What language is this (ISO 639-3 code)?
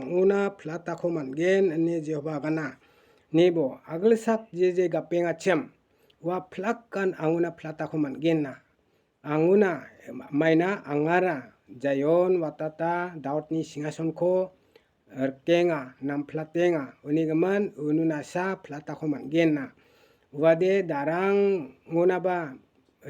grt